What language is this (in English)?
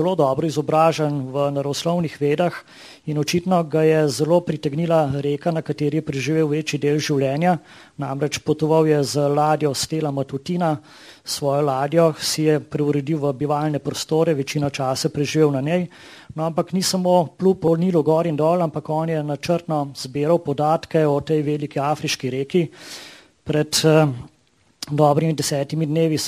Slovenian